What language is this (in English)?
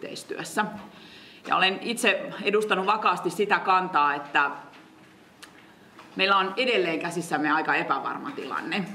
Finnish